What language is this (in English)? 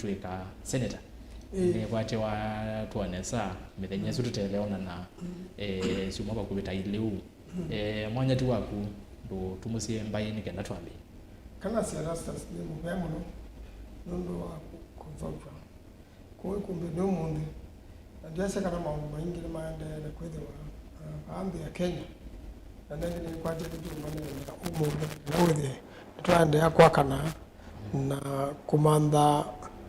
Kamba